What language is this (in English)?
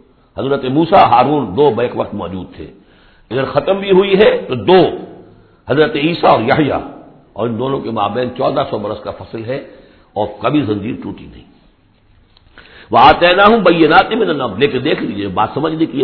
Urdu